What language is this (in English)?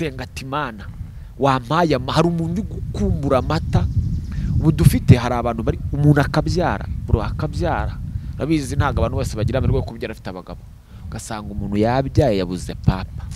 Kinyarwanda